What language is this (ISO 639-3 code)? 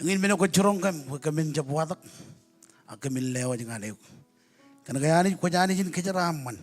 mah